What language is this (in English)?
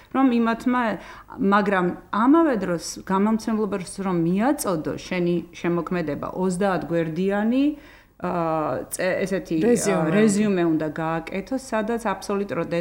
Georgian